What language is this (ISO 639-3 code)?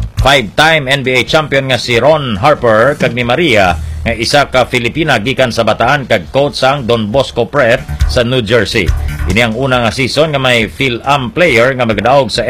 hil